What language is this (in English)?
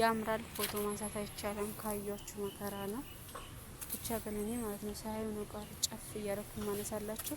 Amharic